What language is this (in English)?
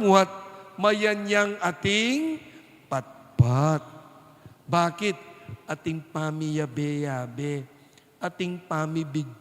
Pampanga